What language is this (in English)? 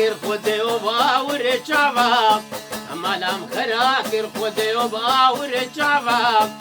Kurdish